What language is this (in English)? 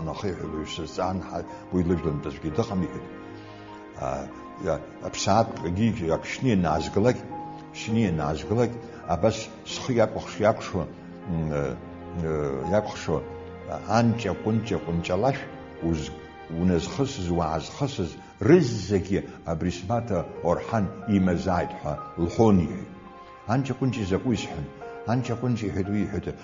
Abkhazian